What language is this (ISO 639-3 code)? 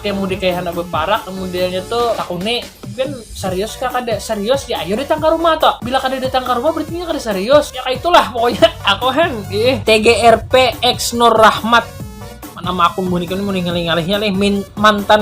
bjn